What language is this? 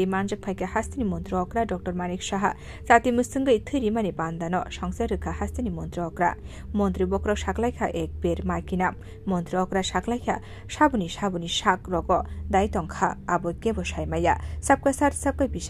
Kok Borok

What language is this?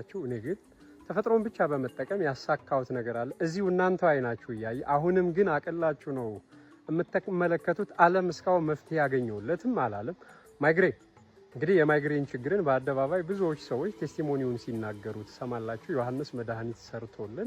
Amharic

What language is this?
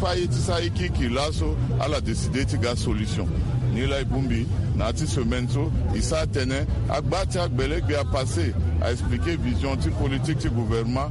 Sango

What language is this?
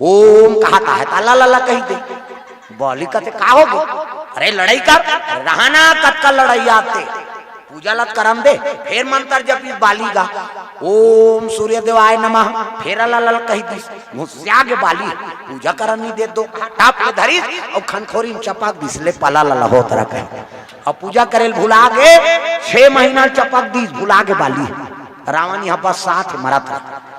Chhattisgarhi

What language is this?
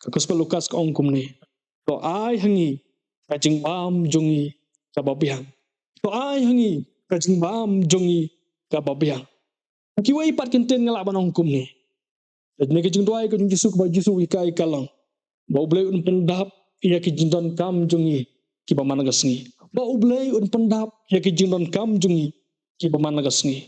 Khasi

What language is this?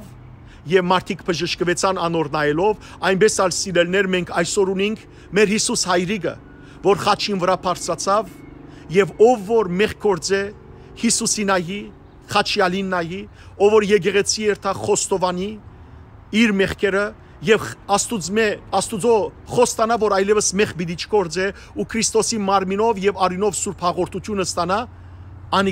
Western Armenian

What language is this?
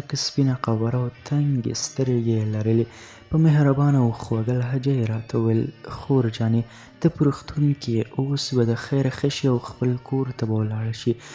Pashto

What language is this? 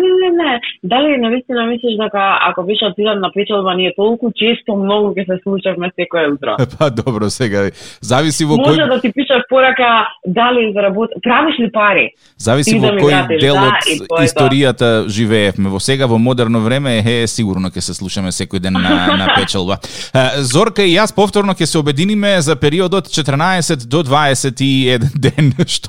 Macedonian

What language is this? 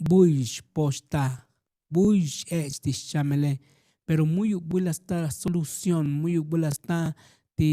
Tzotzil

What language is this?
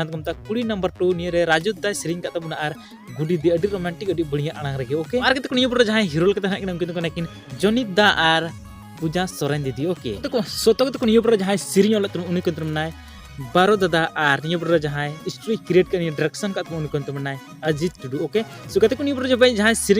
Santali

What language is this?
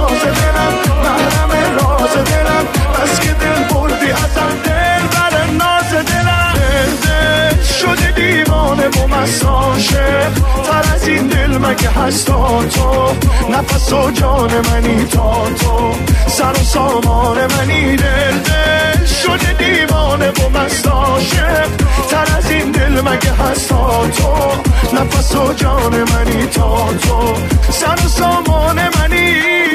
Persian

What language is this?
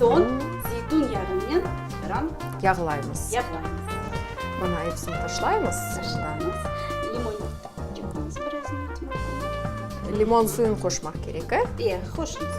Crimean Tatar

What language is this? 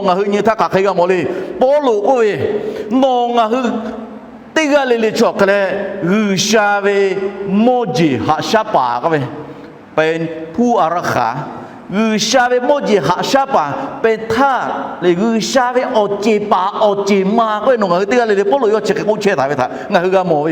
Lahu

